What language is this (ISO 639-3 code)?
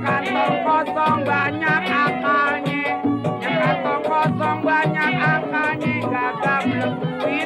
bew